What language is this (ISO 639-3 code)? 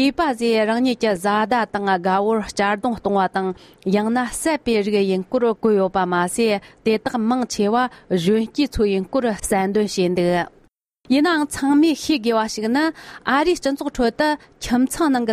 bod